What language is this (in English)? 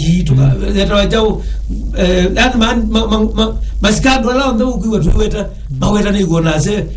Kamba